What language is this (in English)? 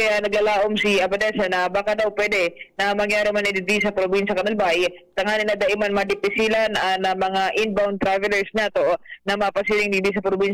Bikol